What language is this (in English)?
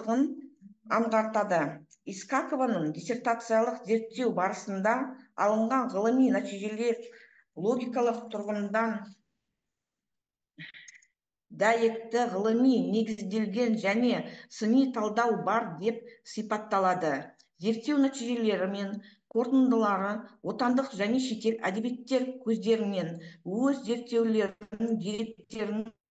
Kazakh